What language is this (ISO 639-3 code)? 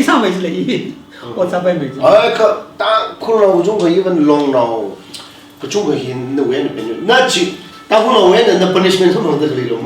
nmf